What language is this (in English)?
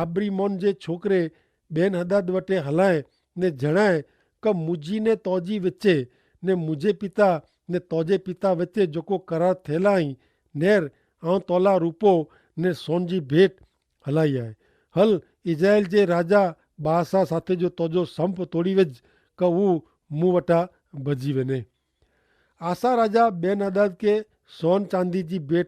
Kachhi